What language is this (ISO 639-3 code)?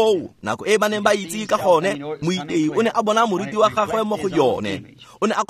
tsn